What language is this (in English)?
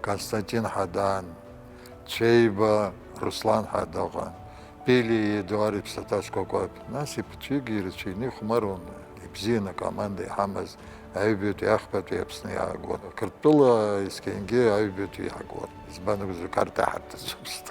Abkhazian